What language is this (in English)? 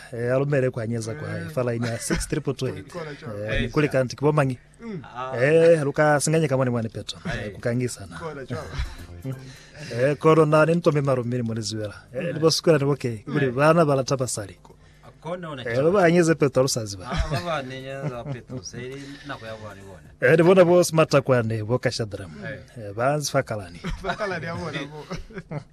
Lozi